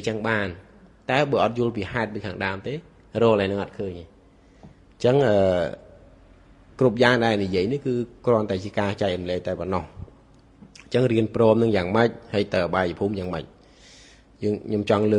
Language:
Khmer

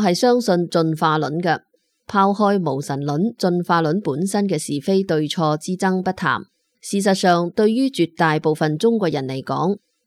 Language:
Cantonese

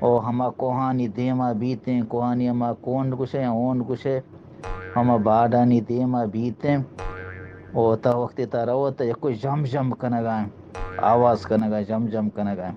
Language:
Eastern Balochi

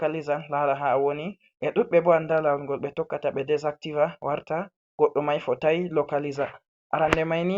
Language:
Fula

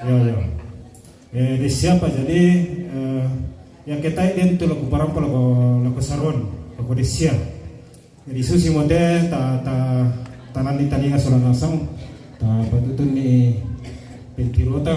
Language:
Toraja-Sa'dan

